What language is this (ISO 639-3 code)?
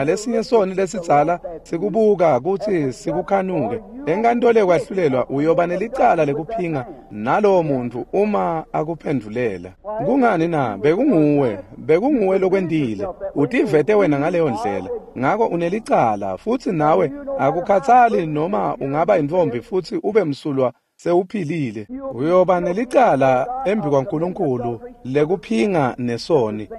ssw